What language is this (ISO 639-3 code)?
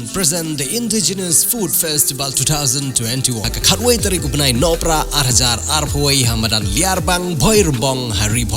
kha